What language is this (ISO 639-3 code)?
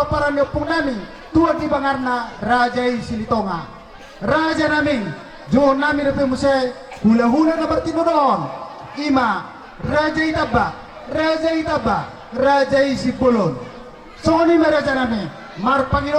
bbc